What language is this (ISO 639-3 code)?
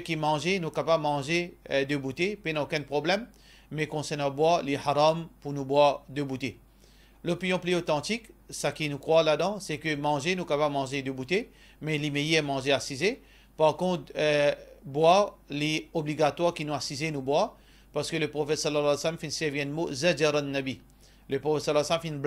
mfe